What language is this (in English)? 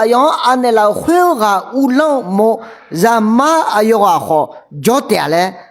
Akha